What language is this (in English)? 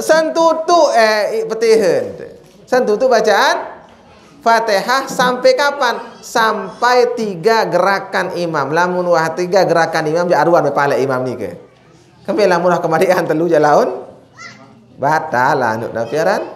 Sasak